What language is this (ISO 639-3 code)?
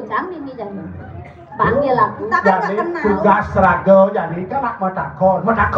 ban